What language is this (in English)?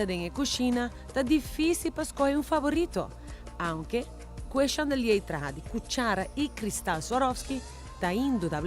Papiamento